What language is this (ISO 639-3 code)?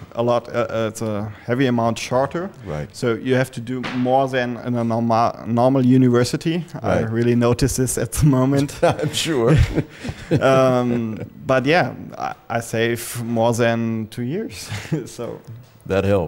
eng